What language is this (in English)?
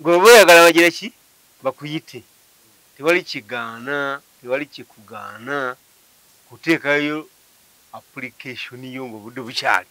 Ganda